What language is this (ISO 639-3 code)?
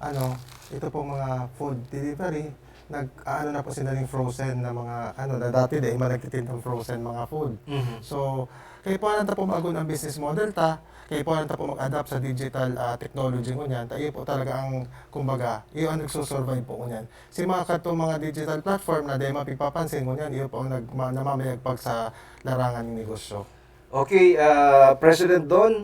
bik